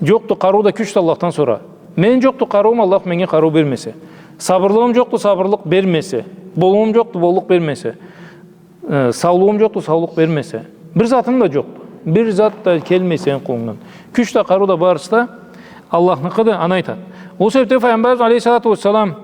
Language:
Karachay-Balkar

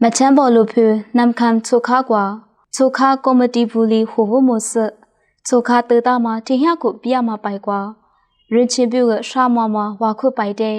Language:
Lisu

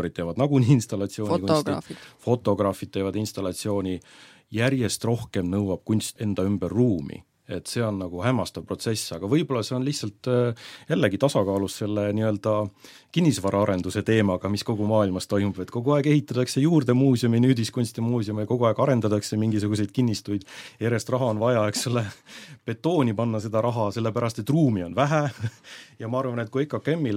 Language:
Estonian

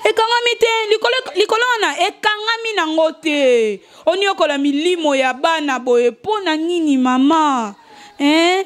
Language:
Lingala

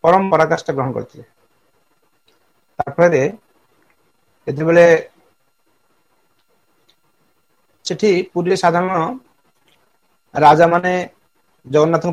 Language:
Odia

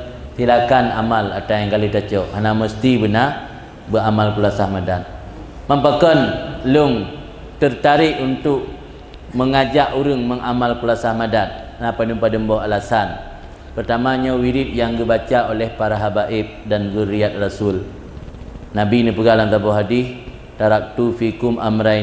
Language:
Achinese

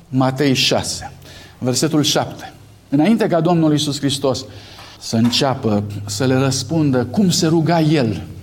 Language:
Romanian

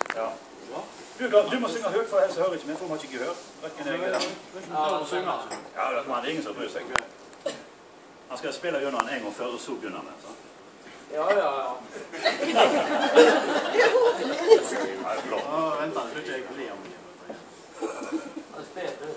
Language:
Norwegian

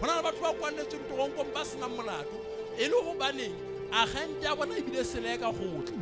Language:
Southern Sotho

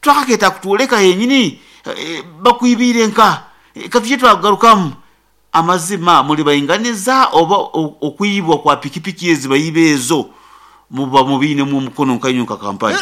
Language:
Nyankole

